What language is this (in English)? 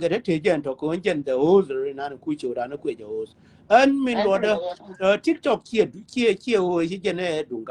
Nuer